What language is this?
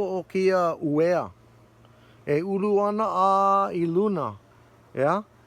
Hawaiian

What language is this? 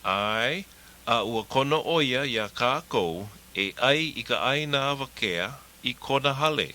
Hawaiian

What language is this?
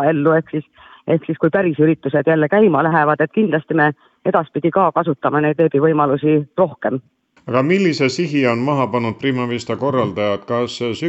Estonian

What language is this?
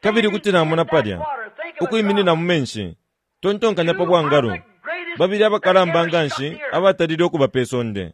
Bemba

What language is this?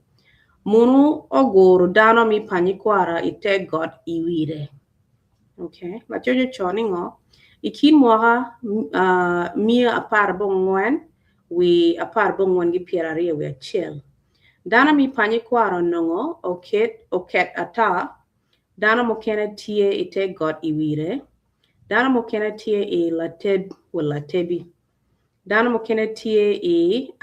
Acoli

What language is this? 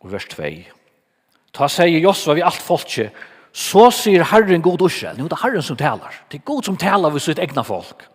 Faroese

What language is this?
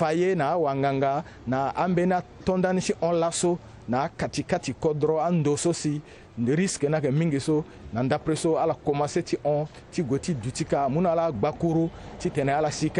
Sango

